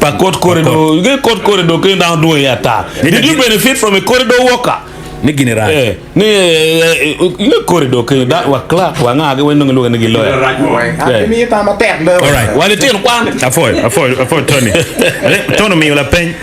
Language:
Acoli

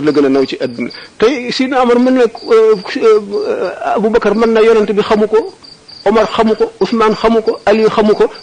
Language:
Wolof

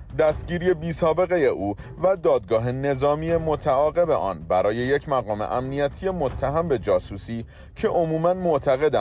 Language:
Persian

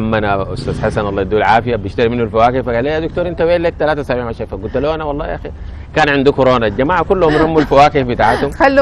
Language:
Sudanese Arabic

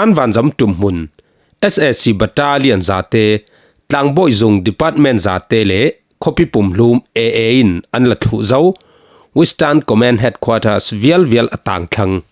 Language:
Falam Chin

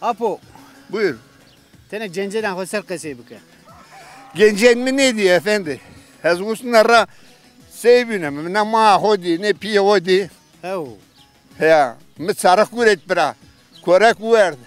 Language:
Zaza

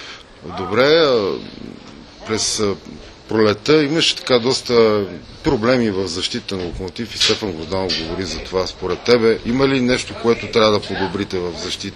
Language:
Bulgarian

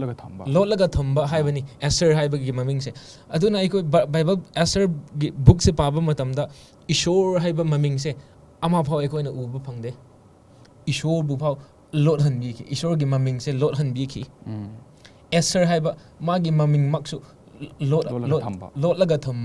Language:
Manipuri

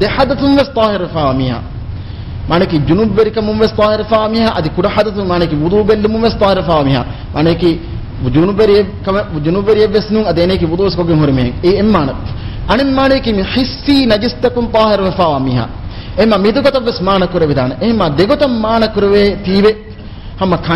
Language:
Divehi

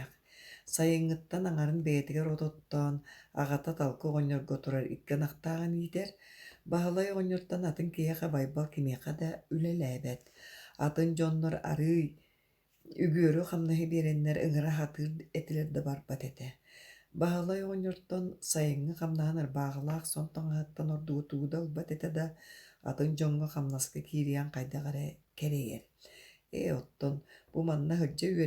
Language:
Yakut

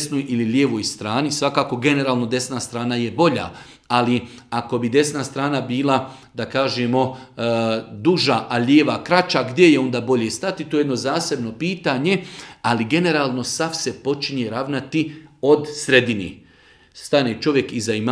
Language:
Bosnian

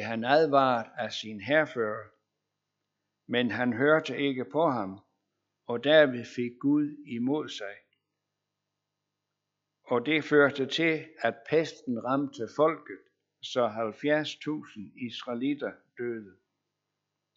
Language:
Danish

